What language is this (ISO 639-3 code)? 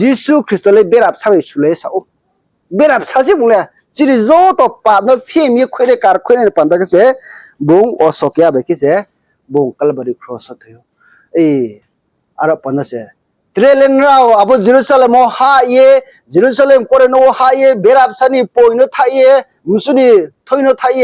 ria